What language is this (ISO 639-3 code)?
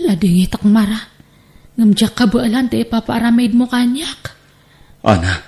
ilo